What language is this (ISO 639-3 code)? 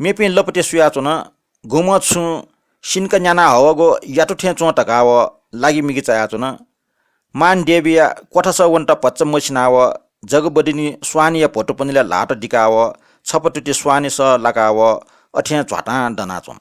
new